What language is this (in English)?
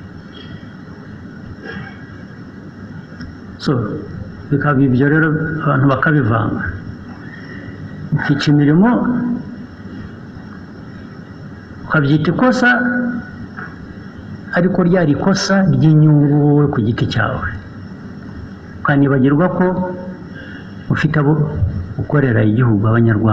Kinyarwanda